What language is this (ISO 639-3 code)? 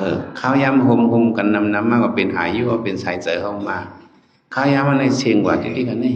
shn